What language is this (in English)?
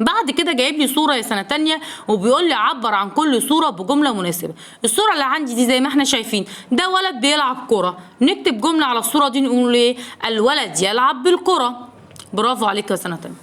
Egyptian Arabic